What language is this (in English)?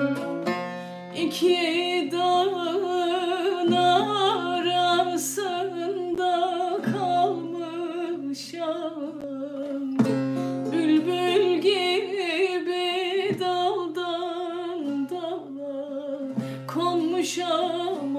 Turkish